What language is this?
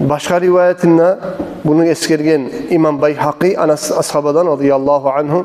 Kumyk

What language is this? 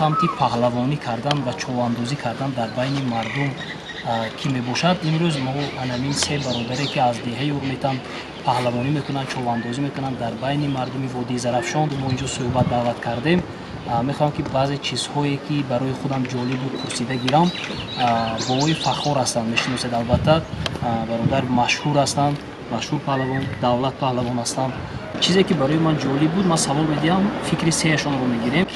Tajik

